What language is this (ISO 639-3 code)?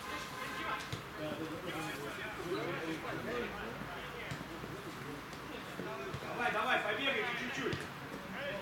rus